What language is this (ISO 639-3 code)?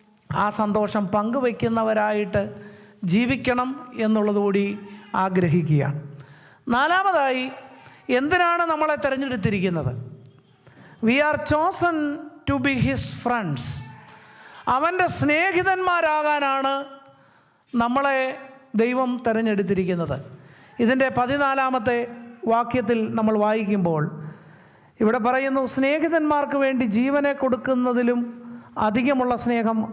mal